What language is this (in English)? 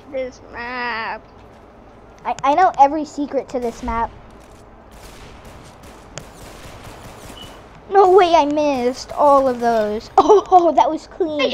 English